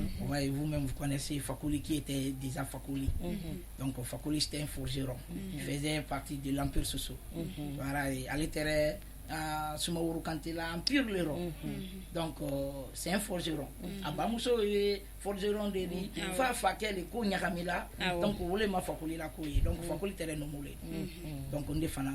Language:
Bambara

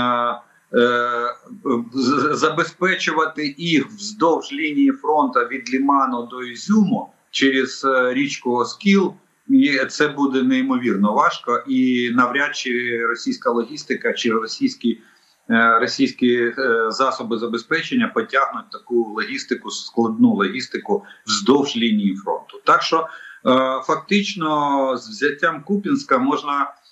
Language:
Ukrainian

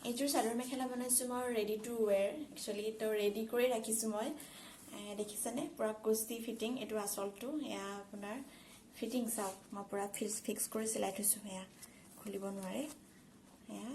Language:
Assamese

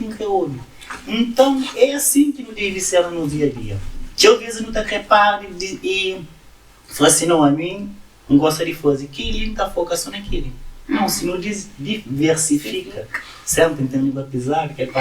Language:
Kabuverdianu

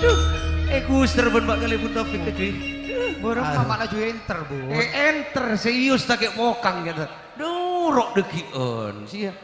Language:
Madurese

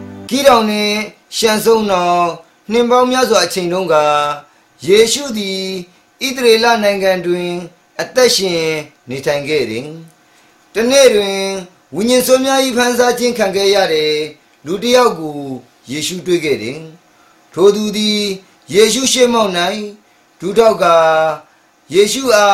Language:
Burmese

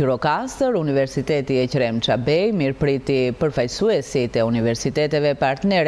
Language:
Albanian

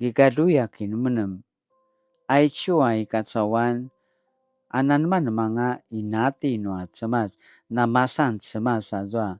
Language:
Paiwan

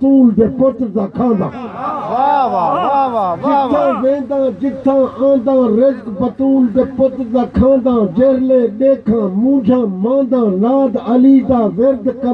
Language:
Saraiki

